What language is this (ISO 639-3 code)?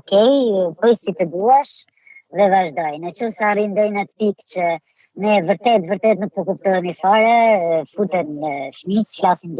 sqi